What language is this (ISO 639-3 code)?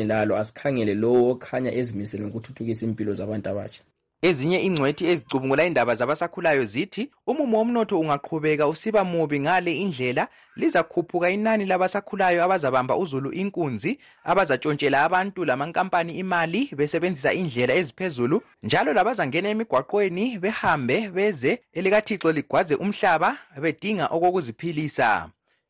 nde